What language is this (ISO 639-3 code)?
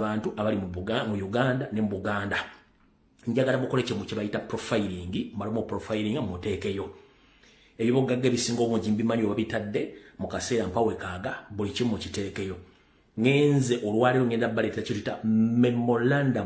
lug